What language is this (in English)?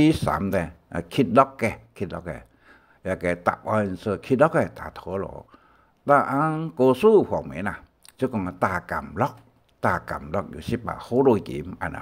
Hakka Chinese